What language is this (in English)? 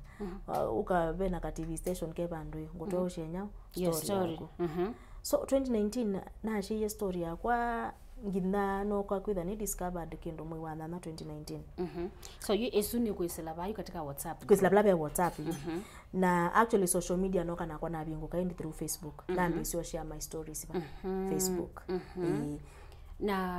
Kamba